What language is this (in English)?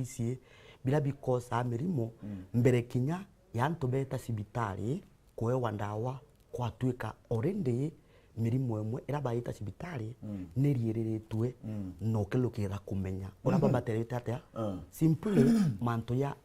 Meru